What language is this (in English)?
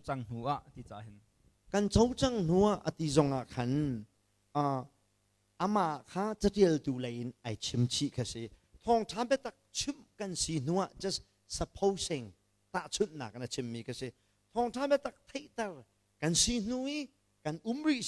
Hakha Chin